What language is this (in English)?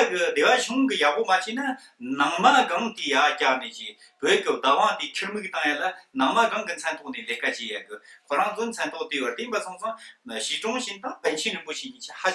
Tibetan